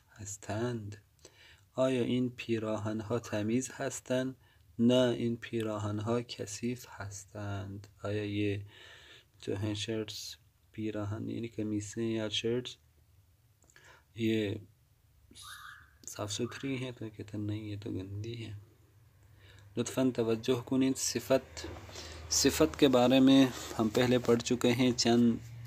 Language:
Urdu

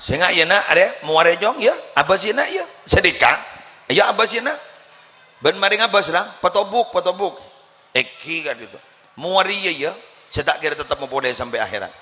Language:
Madurese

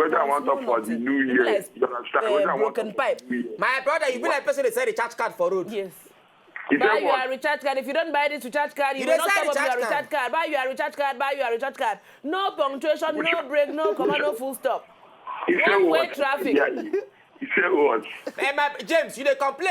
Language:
Nigerian Pidgin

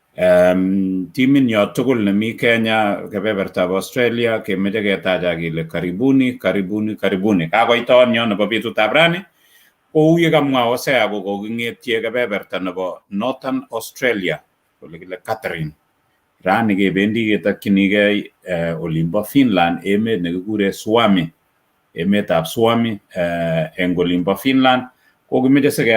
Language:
Kalenjin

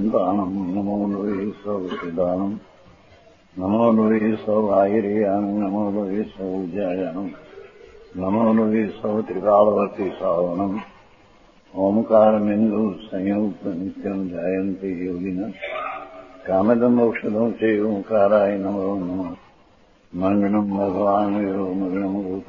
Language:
Gujarati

